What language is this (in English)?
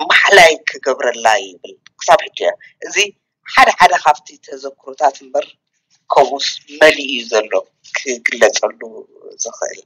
Tigrinya